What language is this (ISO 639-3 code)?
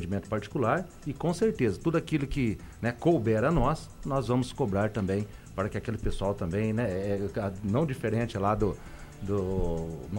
por